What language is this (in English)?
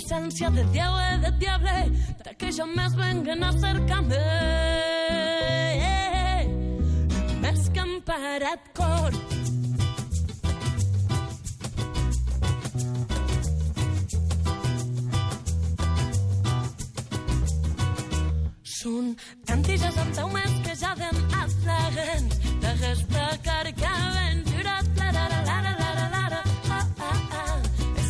Catalan